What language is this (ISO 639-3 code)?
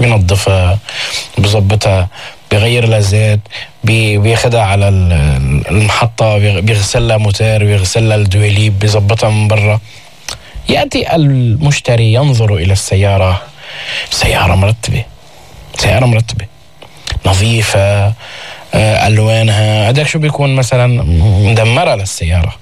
apc